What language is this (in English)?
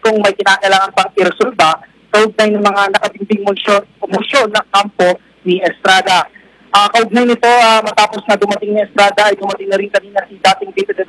Filipino